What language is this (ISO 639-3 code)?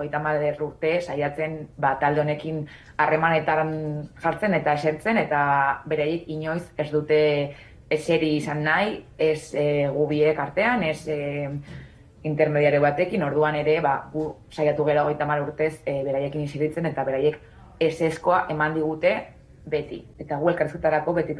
eus